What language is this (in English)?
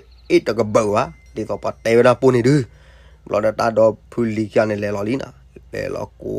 S'gaw Karen